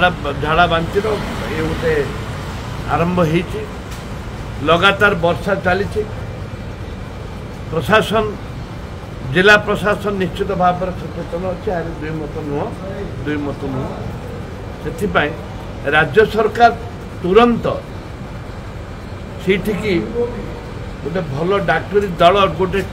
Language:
Odia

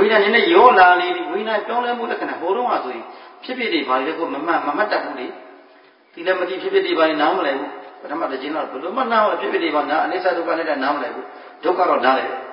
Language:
Burmese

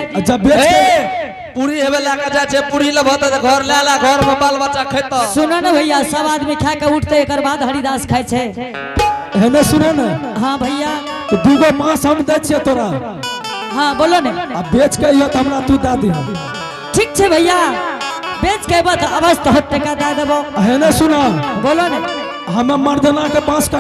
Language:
Angika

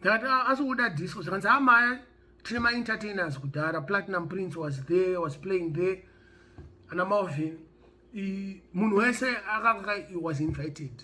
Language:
Shona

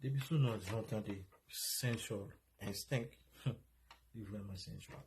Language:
Haitian Creole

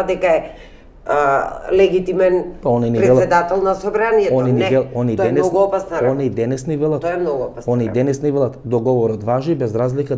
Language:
Macedonian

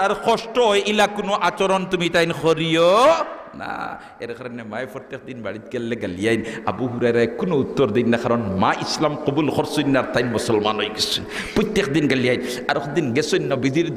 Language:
Sylheti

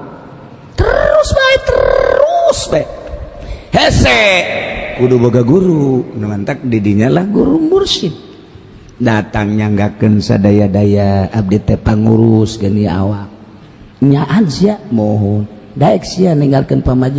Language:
Sundanese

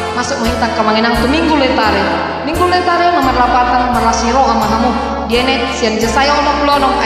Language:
Batak Toba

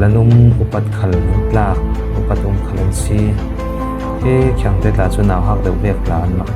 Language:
Falam Chin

